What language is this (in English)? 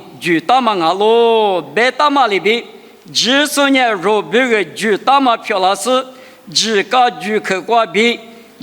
Lisu